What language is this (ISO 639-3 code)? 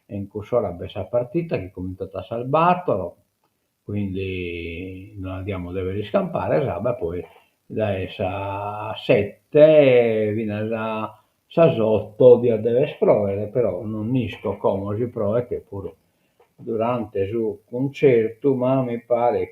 srd